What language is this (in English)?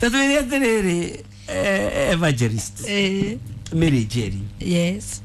Kikuyu